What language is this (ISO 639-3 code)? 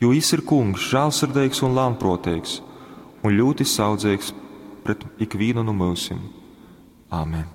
ltg